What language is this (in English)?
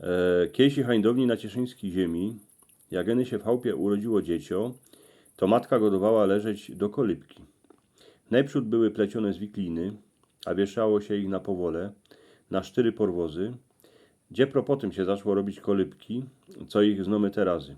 Silesian